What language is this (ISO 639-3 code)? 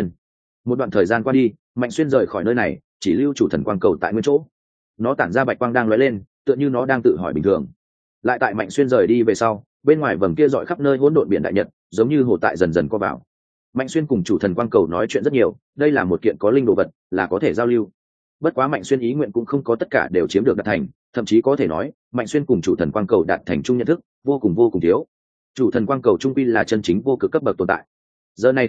vie